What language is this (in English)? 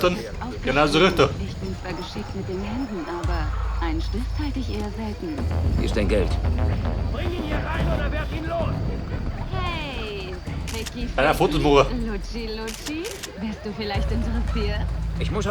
Bavarian